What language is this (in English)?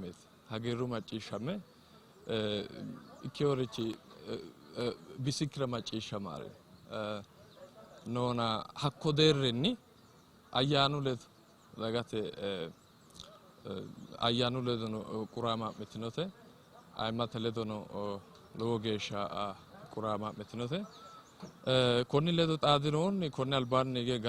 Sidamo